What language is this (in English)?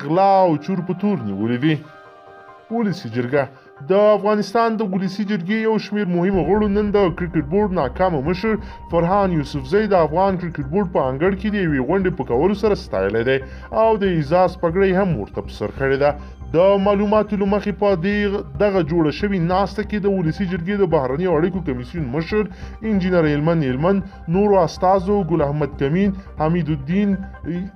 Pashto